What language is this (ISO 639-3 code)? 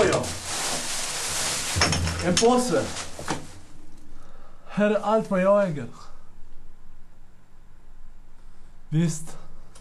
swe